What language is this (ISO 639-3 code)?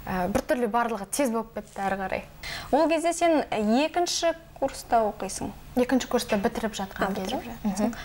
kaz